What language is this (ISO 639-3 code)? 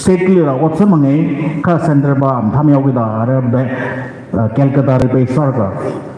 nmf